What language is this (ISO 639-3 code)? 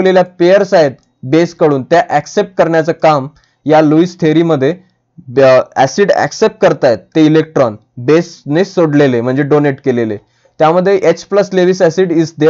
mar